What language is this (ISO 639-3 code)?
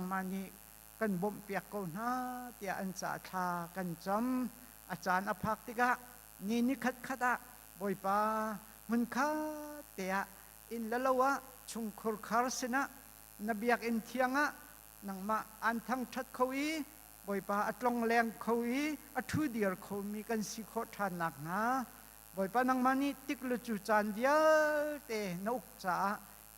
cnh